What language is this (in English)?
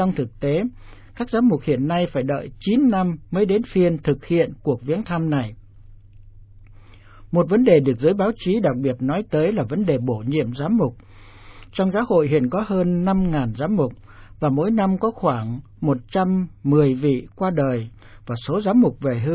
Vietnamese